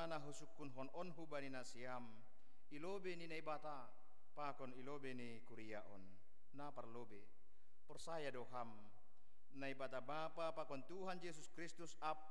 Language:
Batak Simalungun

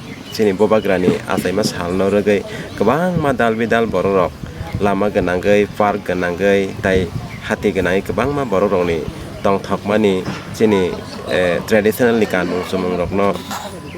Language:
Kok Borok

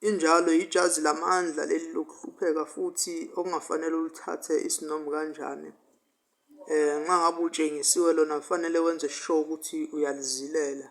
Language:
Zulu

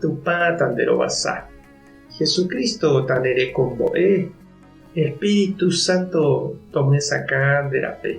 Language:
Guarani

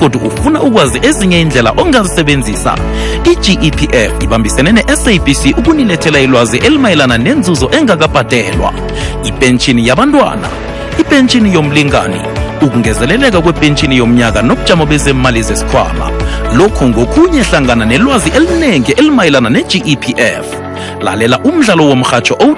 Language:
South Ndebele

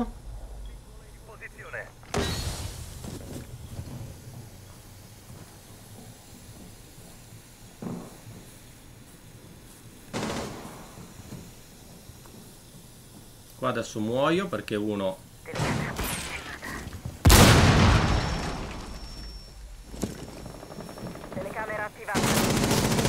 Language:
Italian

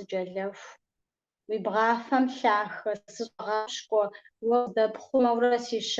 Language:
Kabardian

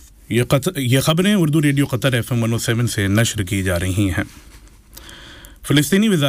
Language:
Urdu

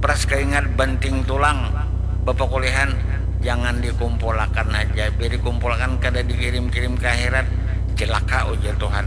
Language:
Banjar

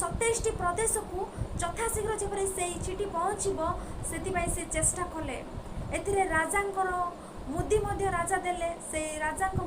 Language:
Odia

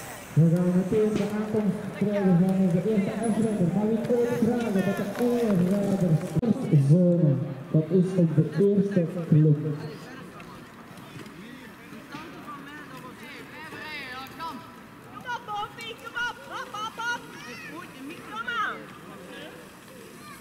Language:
Dutch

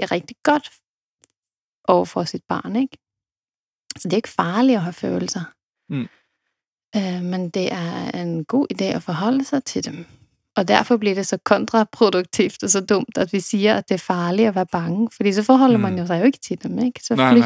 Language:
Danish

